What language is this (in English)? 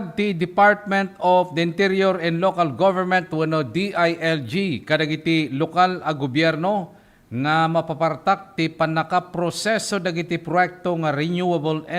Iloko